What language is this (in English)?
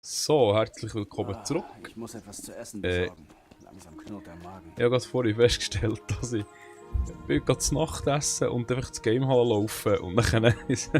Swiss German